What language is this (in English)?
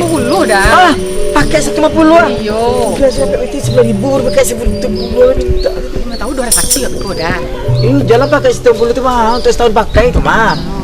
Minangkabau